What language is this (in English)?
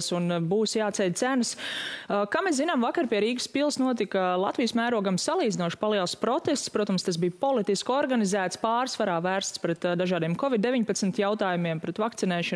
Latvian